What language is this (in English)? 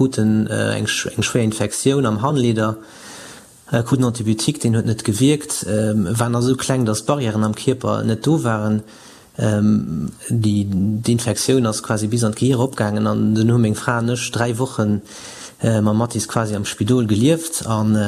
Luxembourgish